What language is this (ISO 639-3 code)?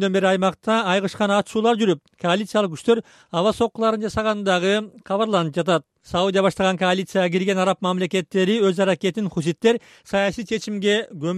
kir